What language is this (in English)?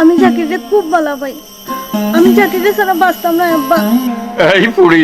Sylheti